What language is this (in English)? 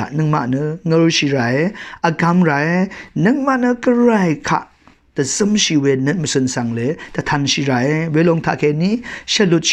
Rawang